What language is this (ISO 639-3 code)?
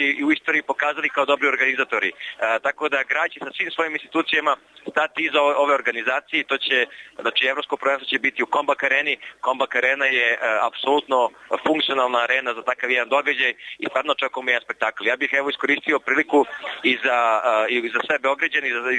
srp